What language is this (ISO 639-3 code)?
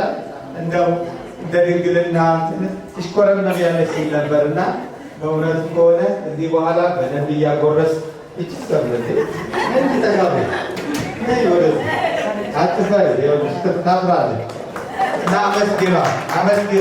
amh